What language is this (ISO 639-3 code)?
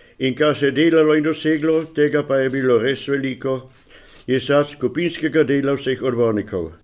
slv